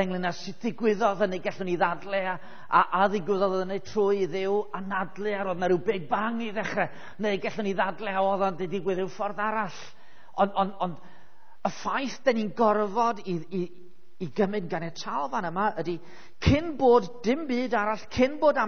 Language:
Welsh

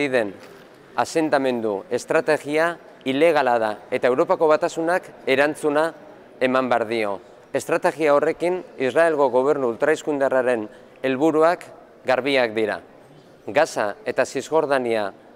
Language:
Basque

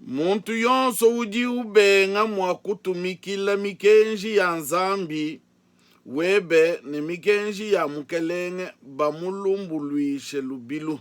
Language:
Luba-Lulua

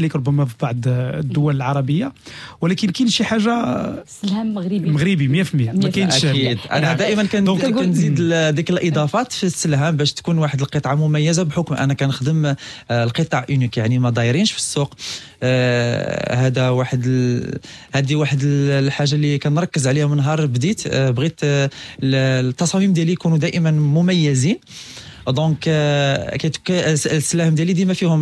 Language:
Moroccan Arabic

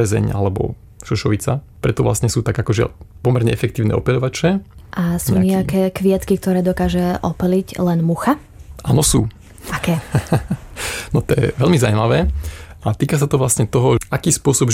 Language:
Slovak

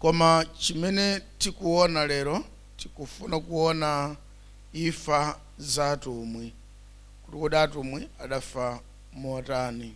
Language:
Nyanja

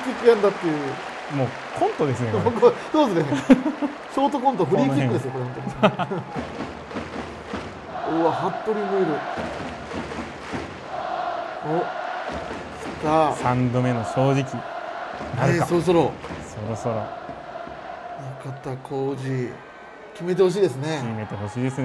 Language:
Japanese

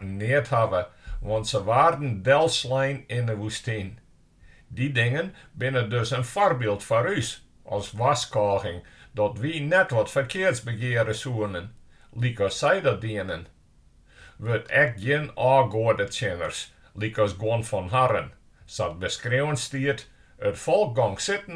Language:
Western Frisian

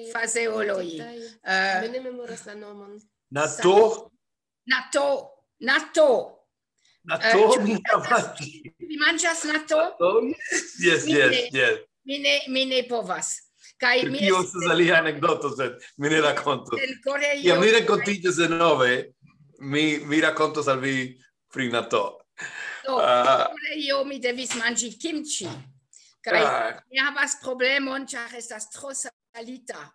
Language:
Esperanto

